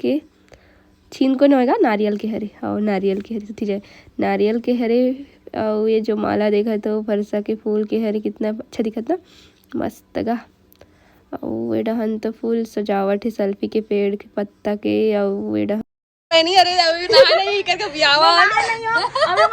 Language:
Chhattisgarhi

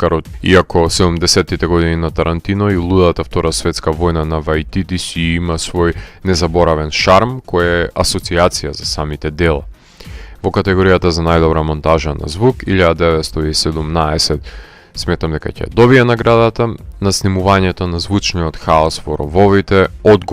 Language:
Macedonian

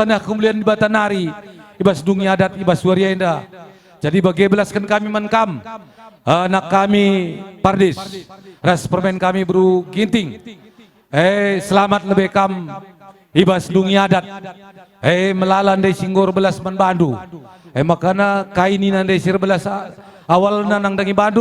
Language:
Batak Karo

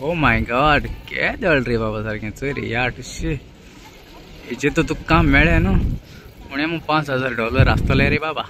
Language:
Konkani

